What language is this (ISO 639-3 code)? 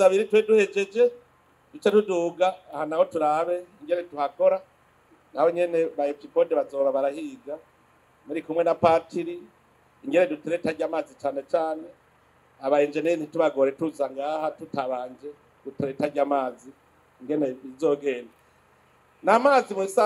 run